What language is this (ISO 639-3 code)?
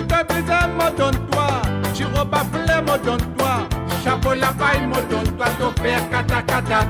mfe